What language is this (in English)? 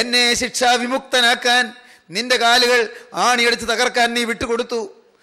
Malayalam